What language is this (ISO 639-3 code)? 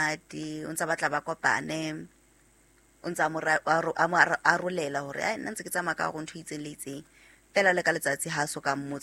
sot